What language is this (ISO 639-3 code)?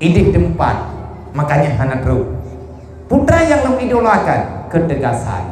ace